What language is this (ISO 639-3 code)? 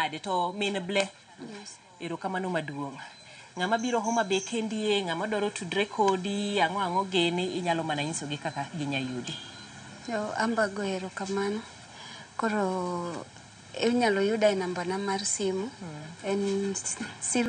luo